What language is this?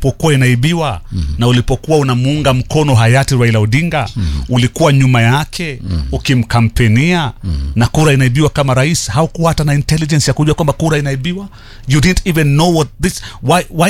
Swahili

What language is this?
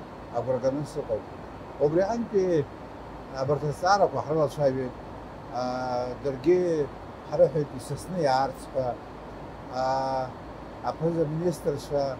Abkhazian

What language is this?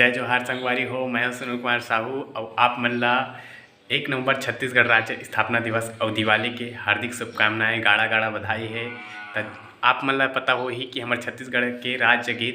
Chhattisgarhi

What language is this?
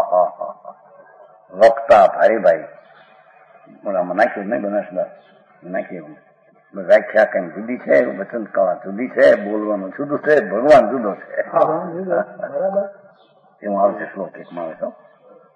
Gujarati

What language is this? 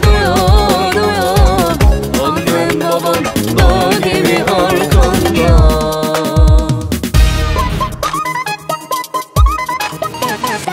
Turkish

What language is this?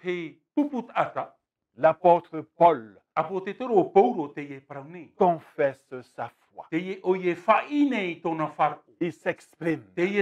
Tahitian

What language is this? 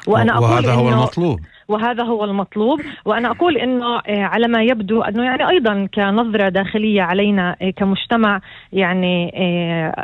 North Levantine Arabic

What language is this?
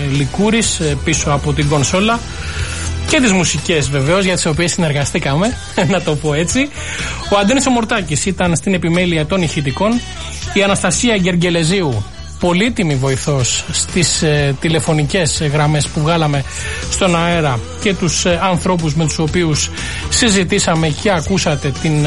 Greek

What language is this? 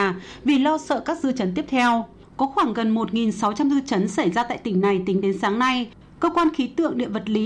Vietnamese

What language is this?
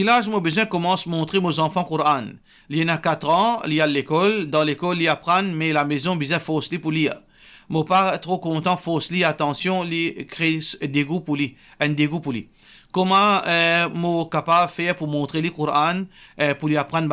Morisyen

